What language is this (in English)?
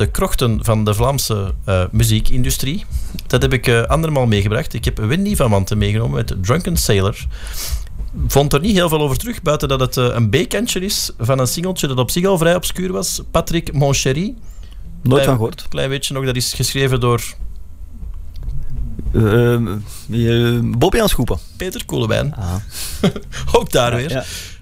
Dutch